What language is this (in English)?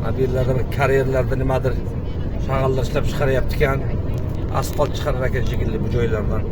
Uzbek